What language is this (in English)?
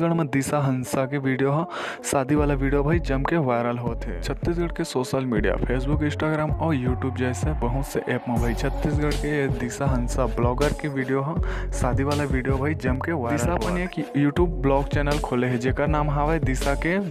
Chhattisgarhi